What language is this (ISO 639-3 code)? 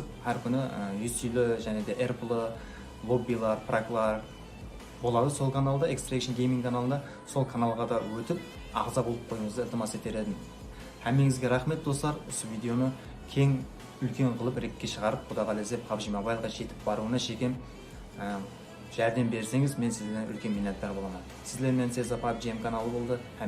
kaa